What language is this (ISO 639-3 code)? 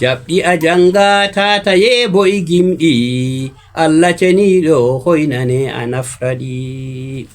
ful